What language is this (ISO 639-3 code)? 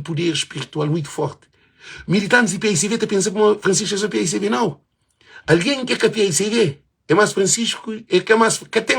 kea